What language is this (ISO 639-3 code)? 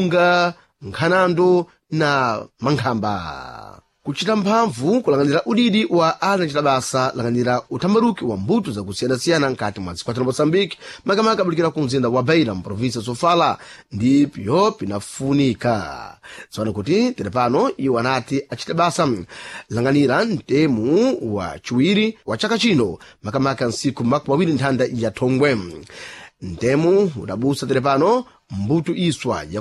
seh